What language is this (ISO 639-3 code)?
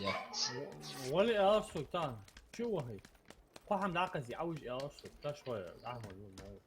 inh